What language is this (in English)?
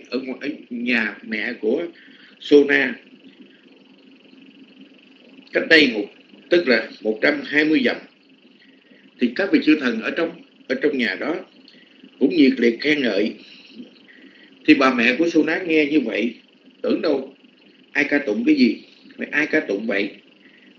Vietnamese